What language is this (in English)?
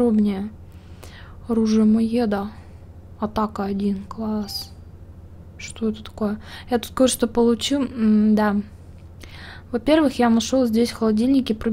Russian